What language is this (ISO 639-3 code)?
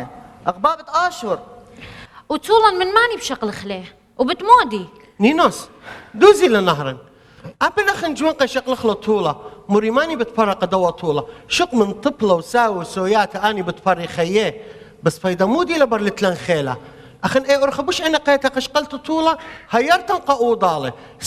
aii